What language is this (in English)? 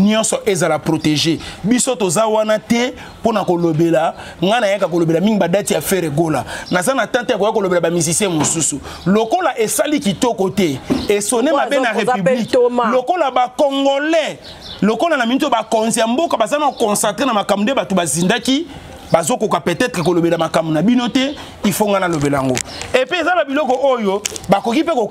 Lingala